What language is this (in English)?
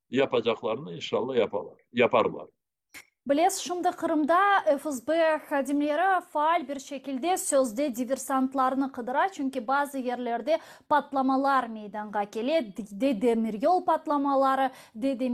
Crimean Tatar